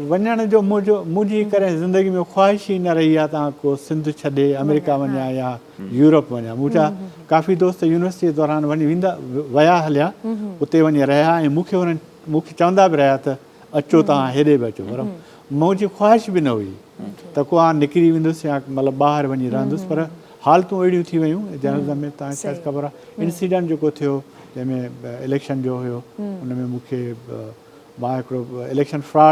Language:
Sindhi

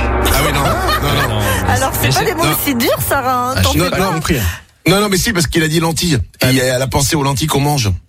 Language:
French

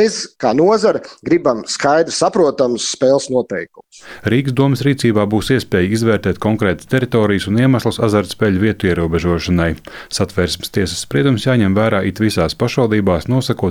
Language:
Latvian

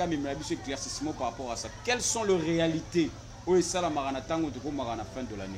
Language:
Lingala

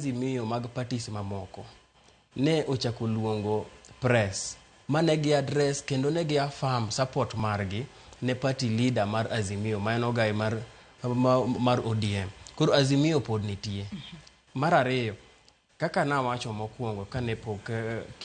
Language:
Luo (Kenya and Tanzania)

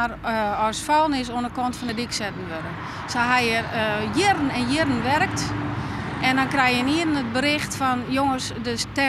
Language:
Western Frisian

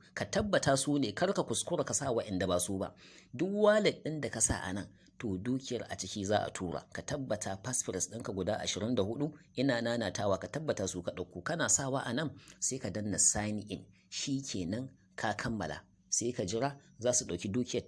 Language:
Hausa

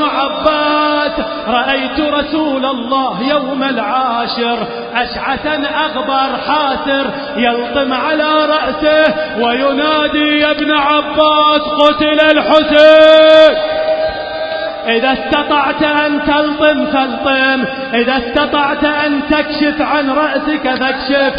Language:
Arabic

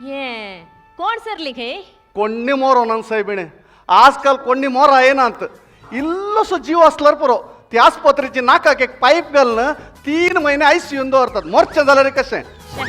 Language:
Konkani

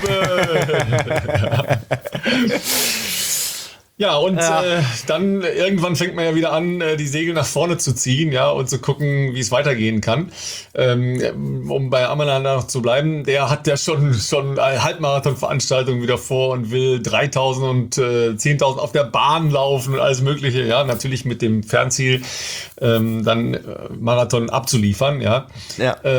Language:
German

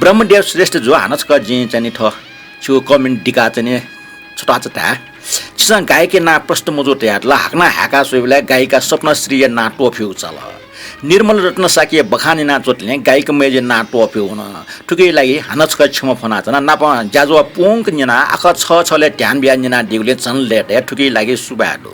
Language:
Newari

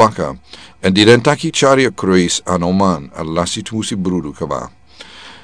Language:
Sranan Tongo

